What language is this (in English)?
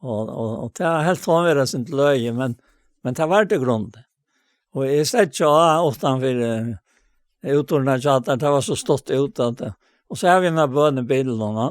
Faroese